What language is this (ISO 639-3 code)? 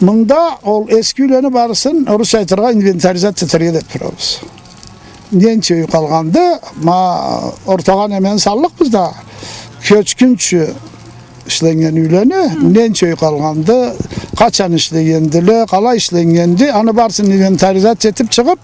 krc